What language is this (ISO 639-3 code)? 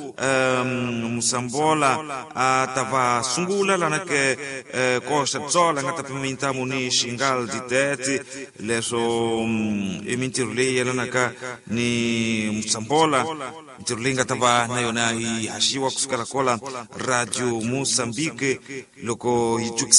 tso